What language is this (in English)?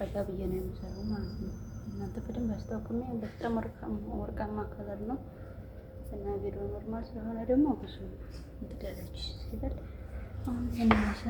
Amharic